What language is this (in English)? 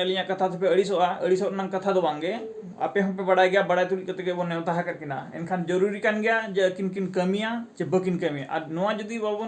Santali